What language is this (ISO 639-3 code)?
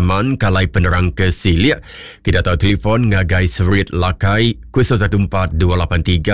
iba